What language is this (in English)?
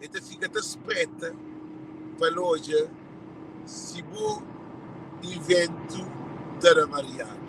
Kabuverdianu